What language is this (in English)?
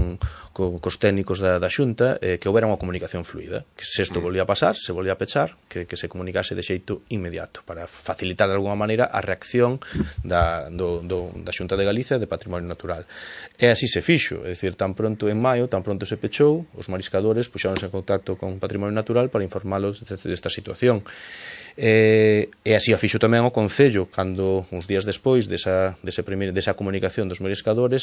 Galician